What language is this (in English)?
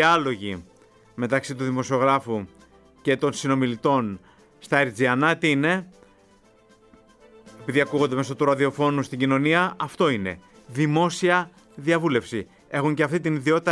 Greek